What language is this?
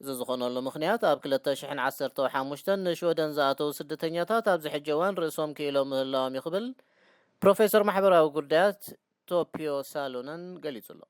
Tigrinya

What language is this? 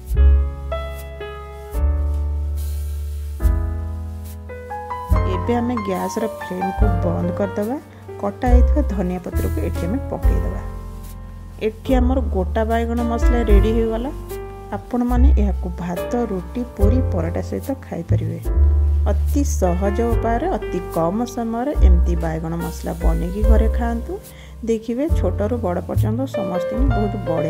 Odia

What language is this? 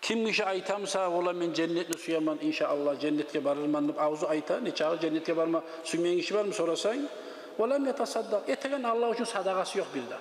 Kumyk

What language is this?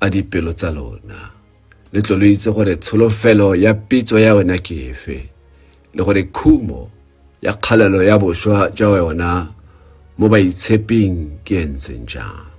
Tswana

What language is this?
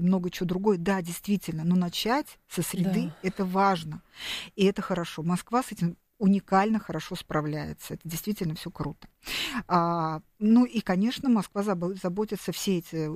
Russian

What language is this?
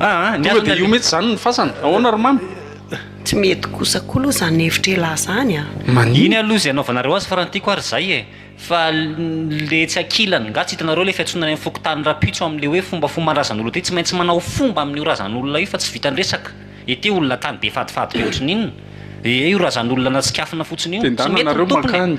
Malagasy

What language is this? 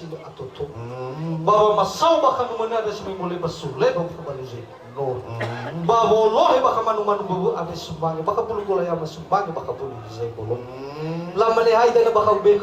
Nias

